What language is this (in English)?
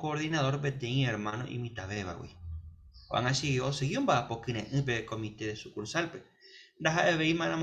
Guarani